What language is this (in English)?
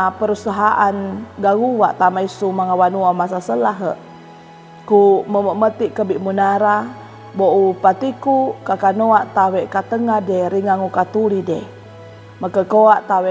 Sangir